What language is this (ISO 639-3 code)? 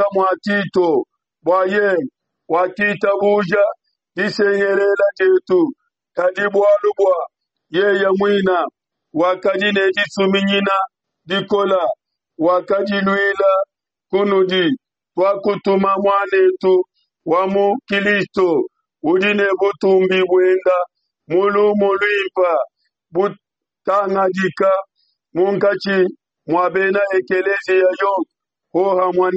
lua